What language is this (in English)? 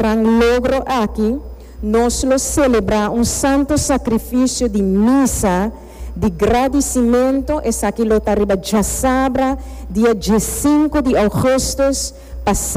Papiamento